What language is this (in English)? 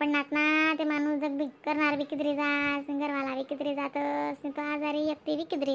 Khandesi